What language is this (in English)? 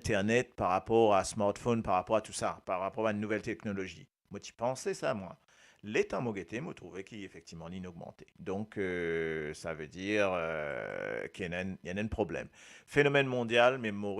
Morisyen